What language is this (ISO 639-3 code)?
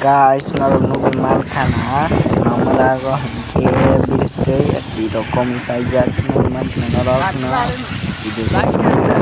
trp